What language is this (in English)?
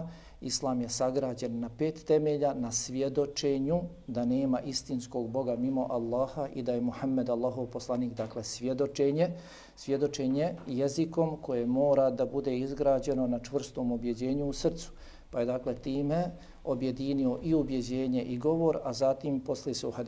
Bosnian